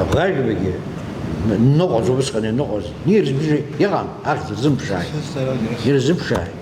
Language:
Abkhazian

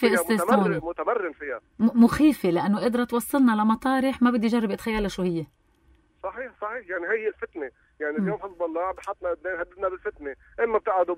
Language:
North Levantine Arabic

